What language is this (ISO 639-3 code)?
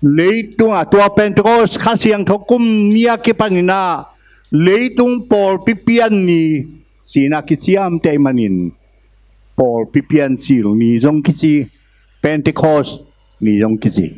ctd